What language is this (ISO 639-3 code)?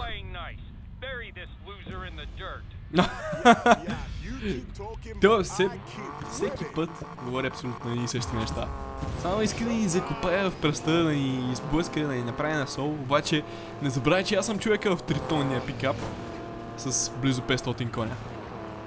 bul